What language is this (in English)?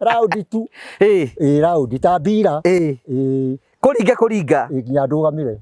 Kikuyu